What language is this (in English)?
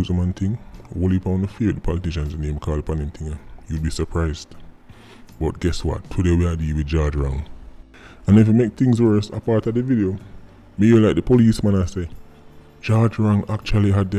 Jamaican Creole English